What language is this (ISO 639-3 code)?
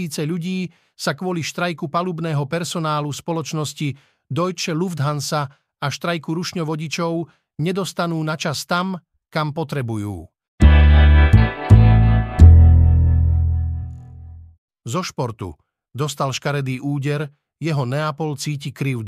slk